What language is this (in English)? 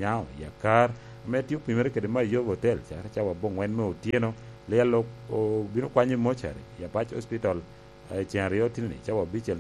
Lango (Uganda)